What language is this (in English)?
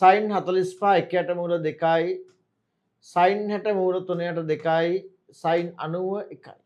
Sinhala